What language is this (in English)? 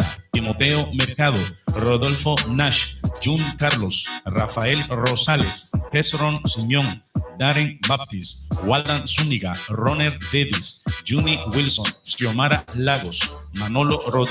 Mískito